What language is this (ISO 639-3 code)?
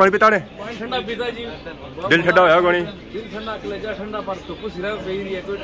phr